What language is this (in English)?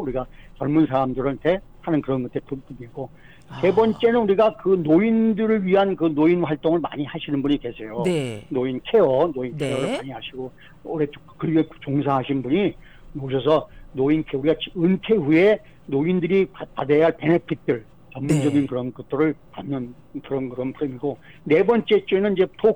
Korean